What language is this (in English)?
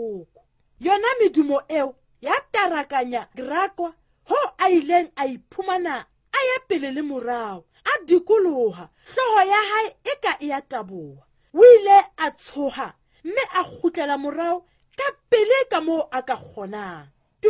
Southern Sotho